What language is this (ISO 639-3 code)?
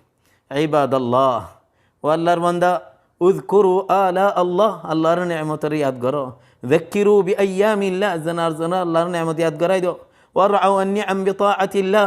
rhg